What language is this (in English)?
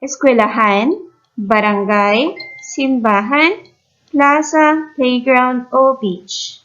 Hiligaynon